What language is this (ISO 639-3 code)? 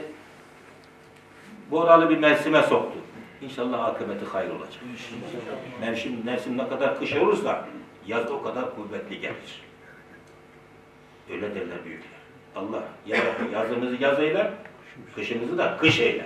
tur